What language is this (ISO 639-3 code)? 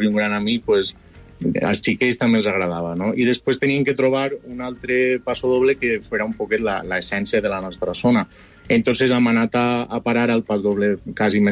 cat